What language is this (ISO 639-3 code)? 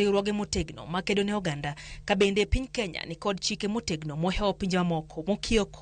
luo